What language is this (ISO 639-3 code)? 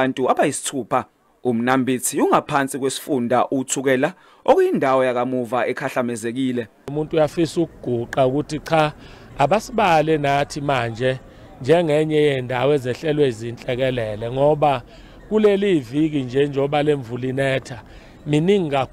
zul